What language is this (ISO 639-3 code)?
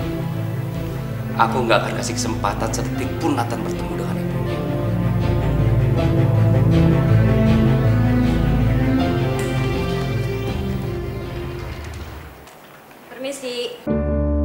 ind